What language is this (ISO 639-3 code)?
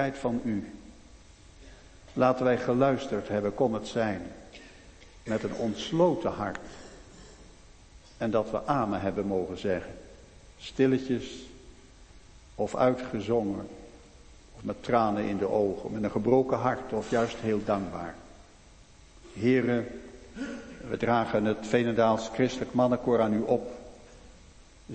nld